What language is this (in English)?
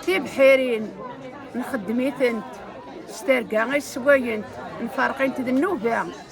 Kabyle